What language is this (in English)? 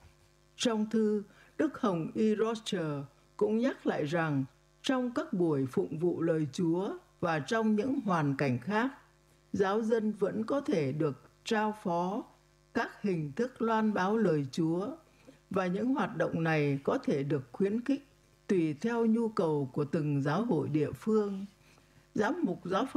Vietnamese